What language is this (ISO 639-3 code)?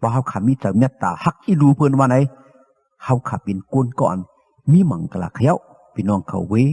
shn